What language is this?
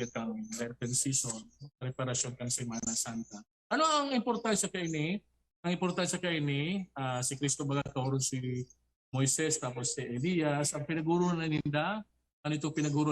Bikol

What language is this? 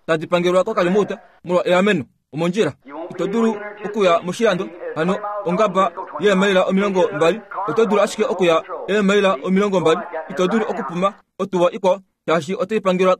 Kuanyama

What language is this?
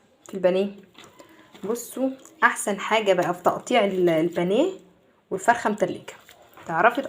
Egyptian Arabic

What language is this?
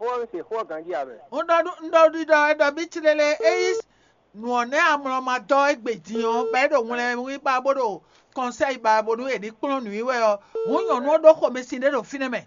Fon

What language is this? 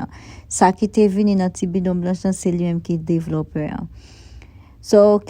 Haitian Creole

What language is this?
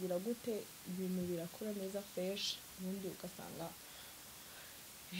Kinyarwanda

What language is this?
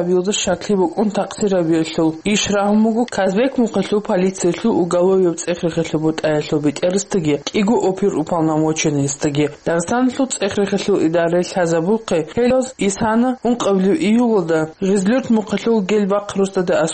Avaric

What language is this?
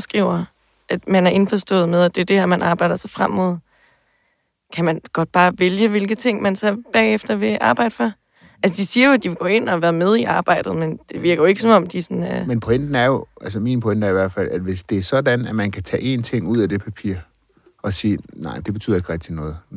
Danish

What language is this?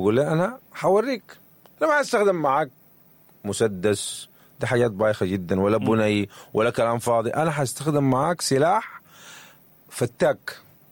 Sudanese Arabic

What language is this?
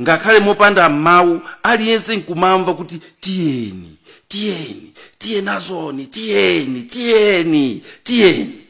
Nyanja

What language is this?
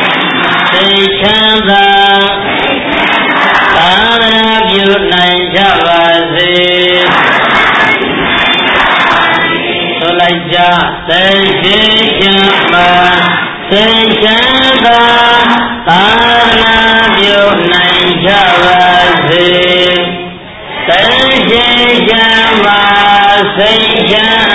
Burmese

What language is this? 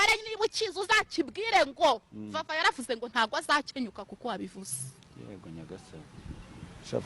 Kinyarwanda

